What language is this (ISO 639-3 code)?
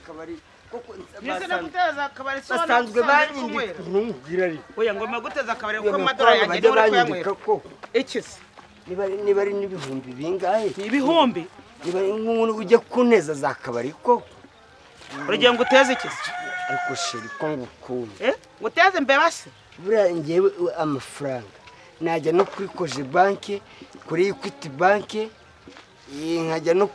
kin